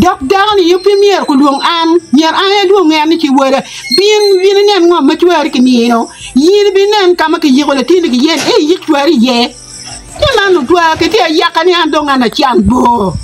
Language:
Acoli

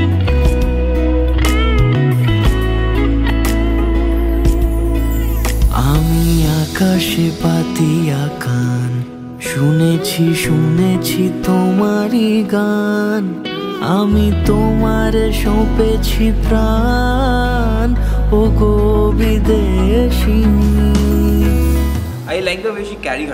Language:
Bangla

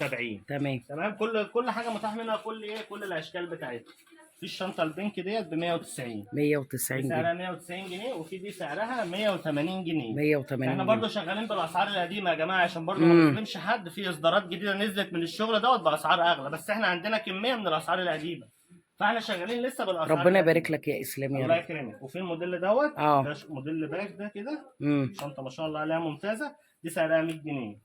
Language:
Egyptian Arabic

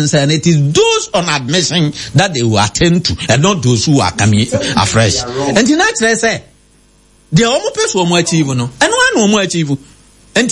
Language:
Akan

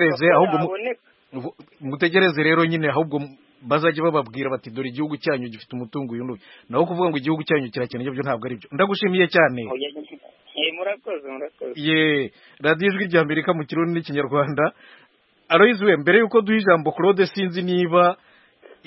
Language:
Kinyarwanda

